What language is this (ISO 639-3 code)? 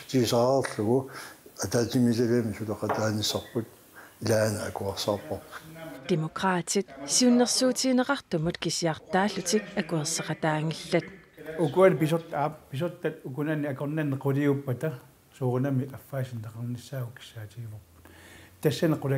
kal